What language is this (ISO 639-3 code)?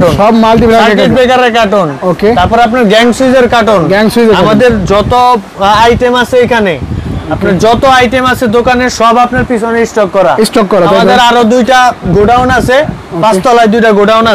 ben